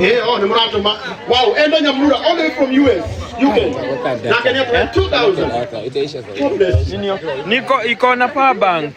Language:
Kikuyu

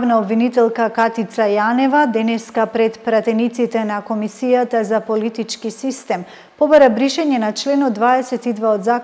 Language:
Macedonian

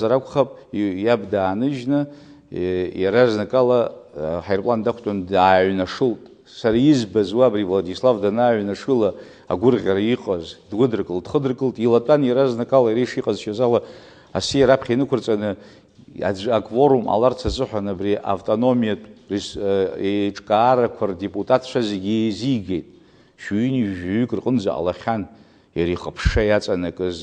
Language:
Abkhazian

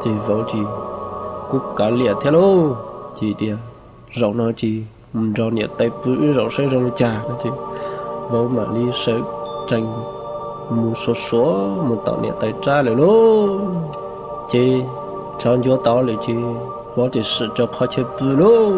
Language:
Hmong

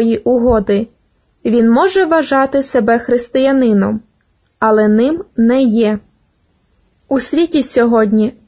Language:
Ukrainian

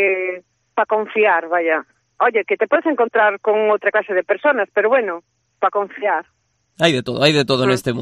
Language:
Galician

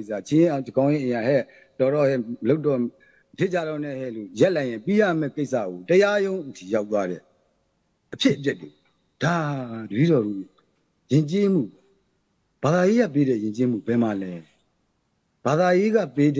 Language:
Burmese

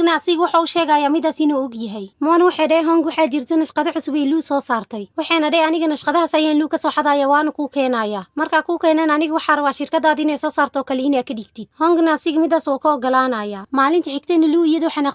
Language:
Somali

